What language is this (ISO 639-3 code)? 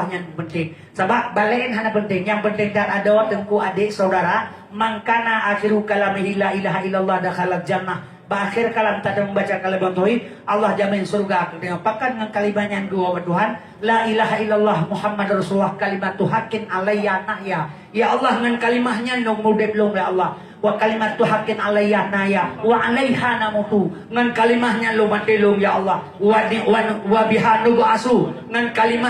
ace